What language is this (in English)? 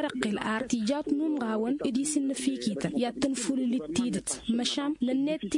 Tamasheq